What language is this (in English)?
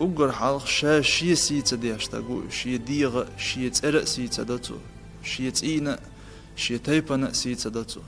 Chechen